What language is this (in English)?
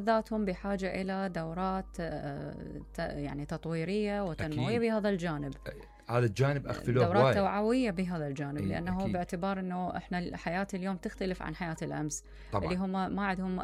Mesopotamian Arabic